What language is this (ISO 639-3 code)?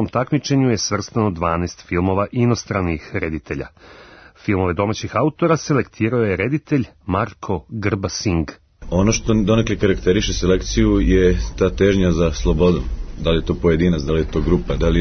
srp